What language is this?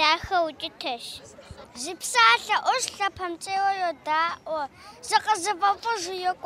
Kabardian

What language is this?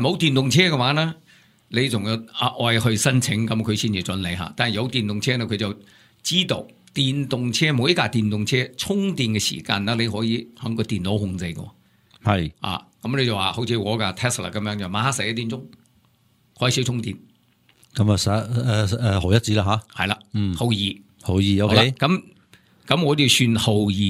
Cantonese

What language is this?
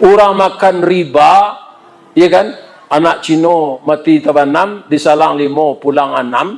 Minangkabau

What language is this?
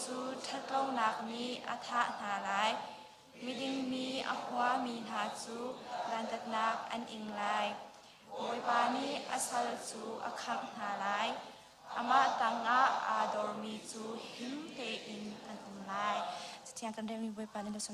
Hakha Chin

